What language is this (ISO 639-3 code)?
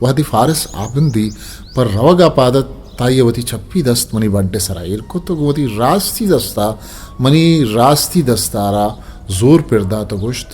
bgp